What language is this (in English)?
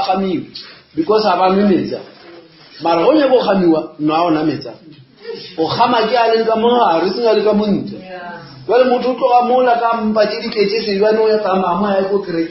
Northern Sotho